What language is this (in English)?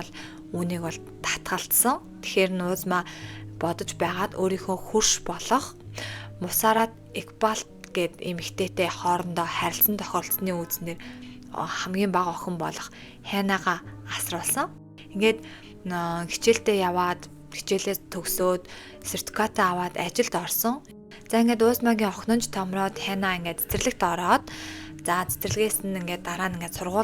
Mongolian